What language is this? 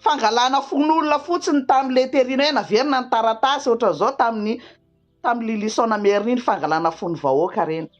Malagasy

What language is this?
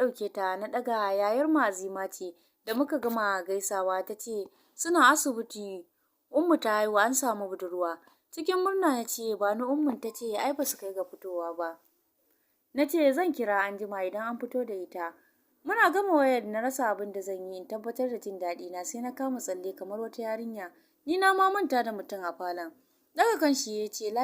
Hausa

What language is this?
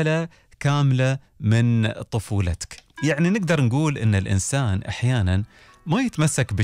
Gulf Arabic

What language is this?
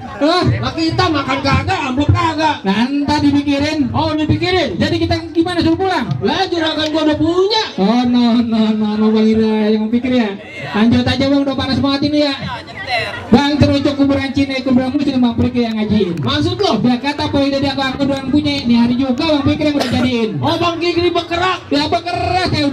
Betawi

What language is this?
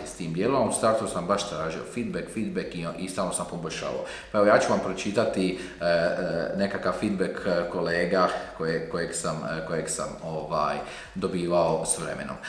Croatian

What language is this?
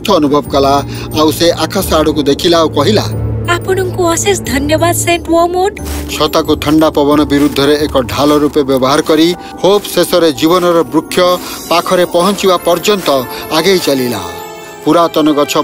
Odia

